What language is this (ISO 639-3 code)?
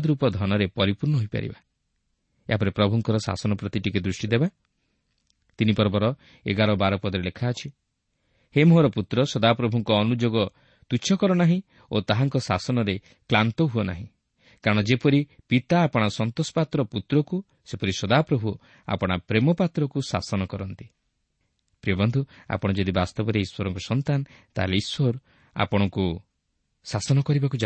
ori